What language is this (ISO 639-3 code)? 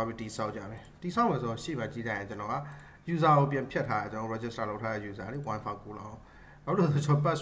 mya